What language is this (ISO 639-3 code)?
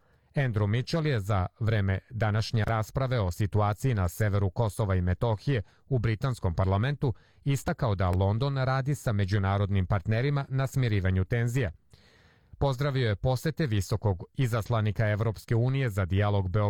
srp